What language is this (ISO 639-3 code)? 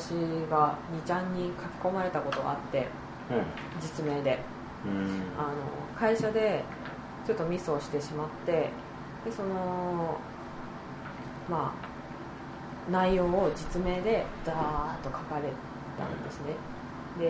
jpn